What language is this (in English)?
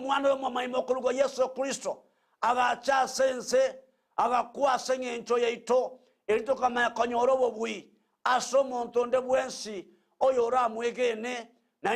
Gusii